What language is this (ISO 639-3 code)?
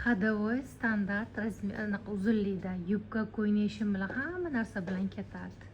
uzb